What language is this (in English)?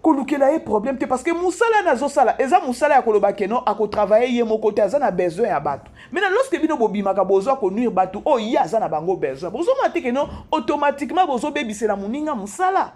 Lingala